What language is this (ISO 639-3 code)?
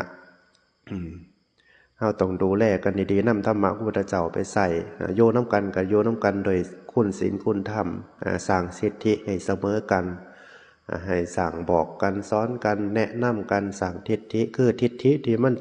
tts